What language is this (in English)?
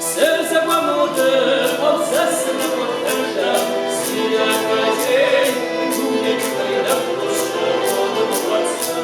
Kabardian